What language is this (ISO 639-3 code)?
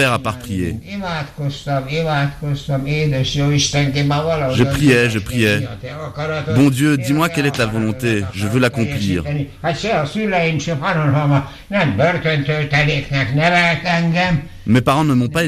fra